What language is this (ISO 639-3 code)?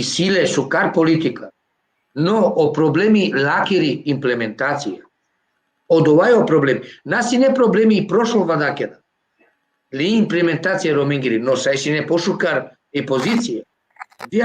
rmn